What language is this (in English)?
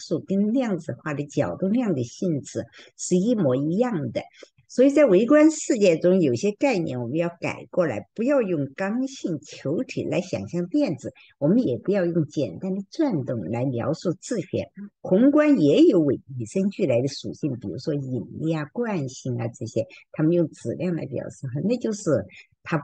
Chinese